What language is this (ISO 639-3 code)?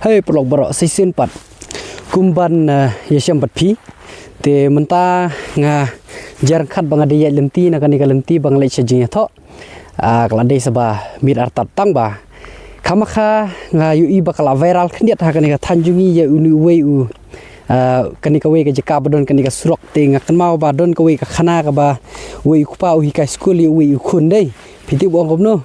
kha